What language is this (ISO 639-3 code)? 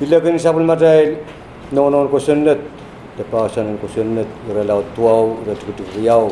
pon